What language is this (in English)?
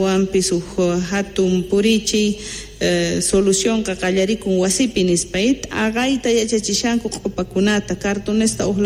Quechua